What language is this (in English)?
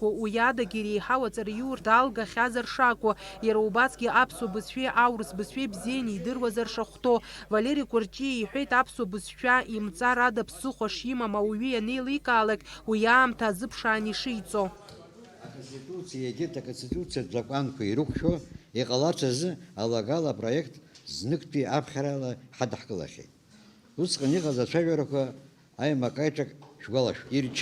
Abkhazian